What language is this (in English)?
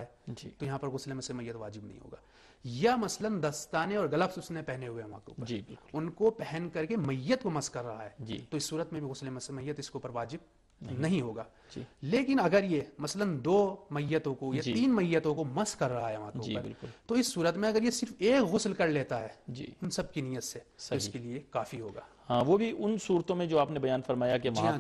Urdu